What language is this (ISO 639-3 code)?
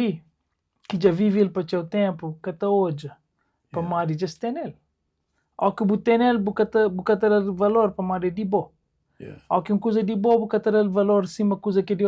kea